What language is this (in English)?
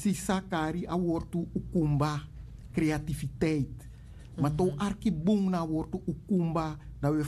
Sranan Tongo